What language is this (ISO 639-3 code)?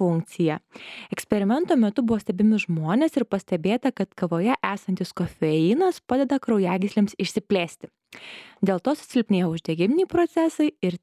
lit